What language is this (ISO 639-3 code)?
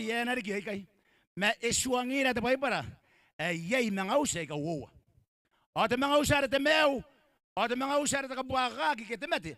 gil